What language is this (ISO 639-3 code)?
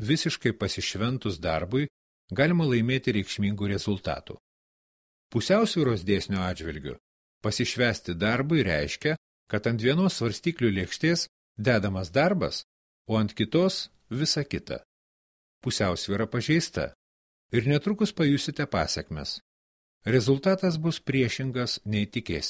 lit